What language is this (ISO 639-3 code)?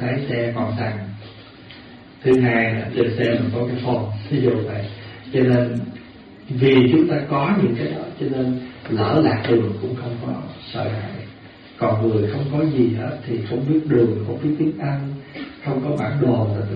vie